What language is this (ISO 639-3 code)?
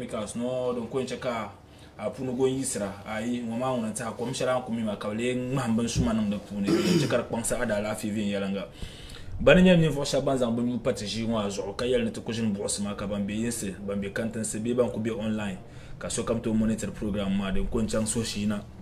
dag